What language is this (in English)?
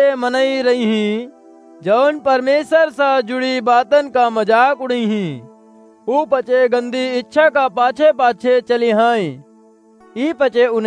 Awadhi